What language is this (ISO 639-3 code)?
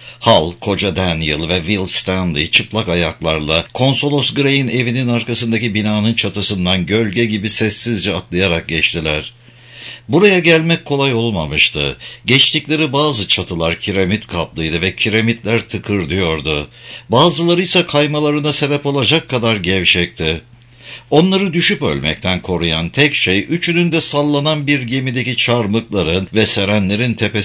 tur